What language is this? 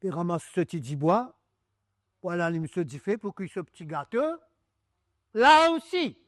Morisyen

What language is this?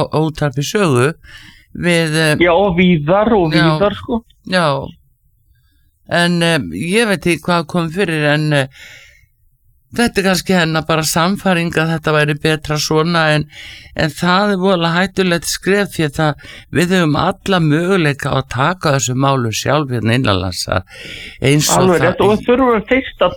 Icelandic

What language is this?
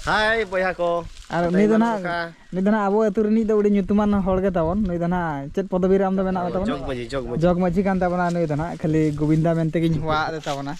Santali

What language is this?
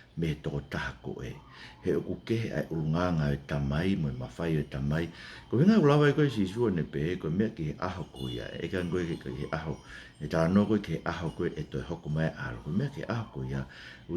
Tongan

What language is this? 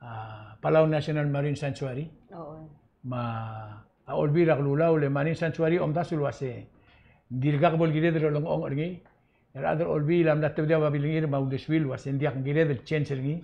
Palauan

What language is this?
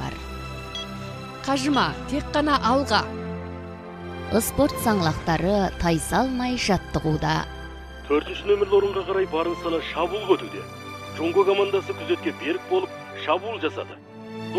Kazakh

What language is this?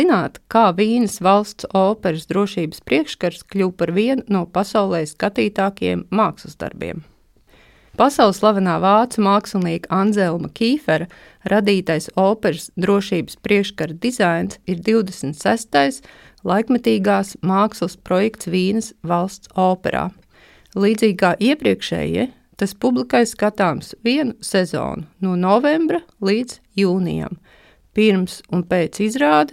Latvian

